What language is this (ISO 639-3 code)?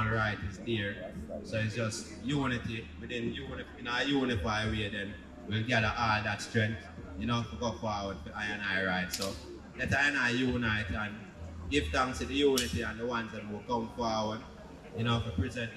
jam